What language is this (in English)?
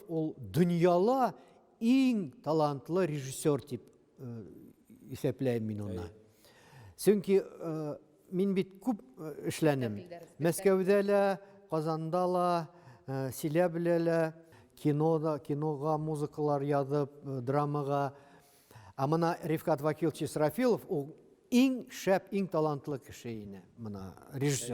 Bashkir